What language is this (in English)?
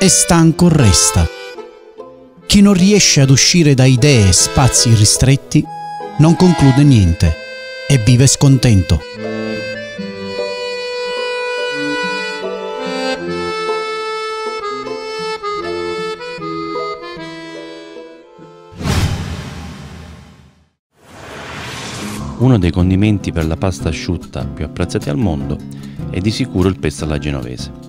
Italian